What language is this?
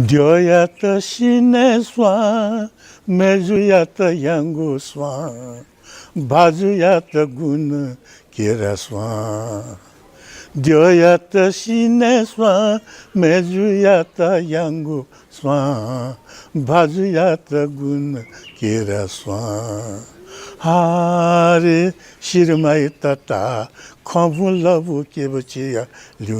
Newari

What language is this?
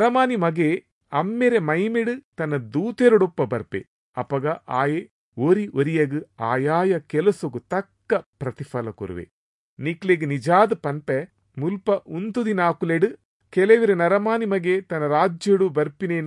Tulu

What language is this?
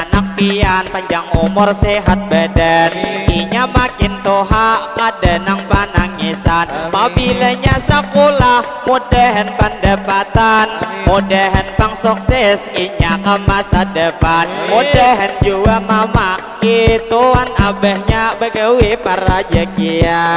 Banjar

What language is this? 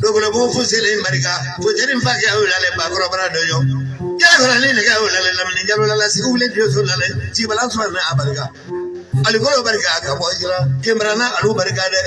Bambara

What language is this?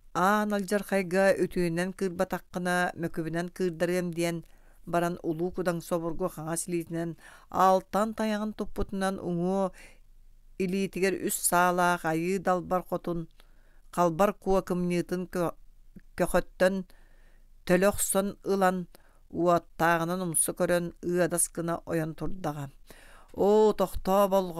Yakut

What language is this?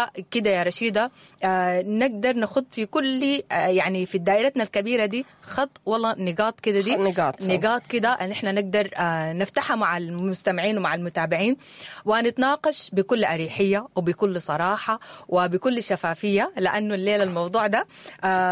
Sudanese Arabic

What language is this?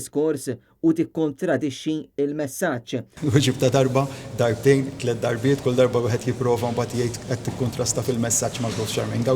Maltese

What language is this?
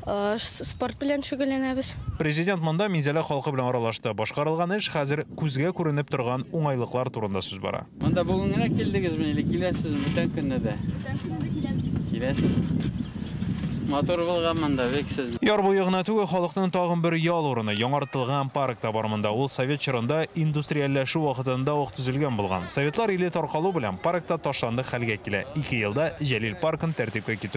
Tatar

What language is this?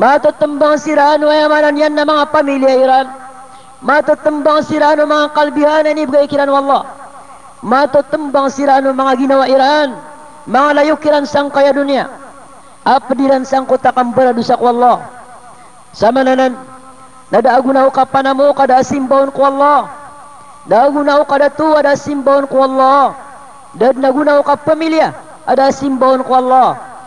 Maranao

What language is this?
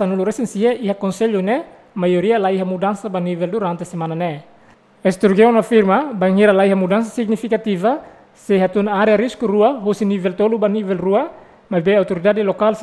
Tetum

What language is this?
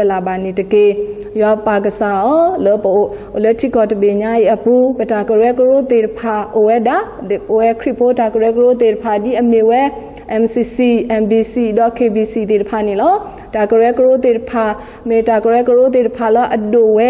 S'gaw Karen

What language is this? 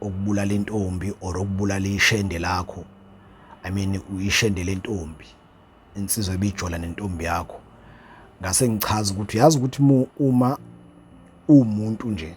Zulu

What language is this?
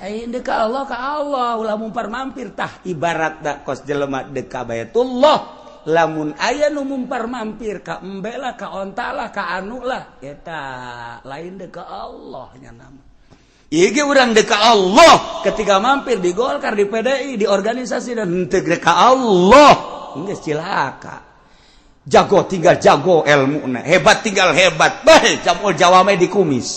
Sundanese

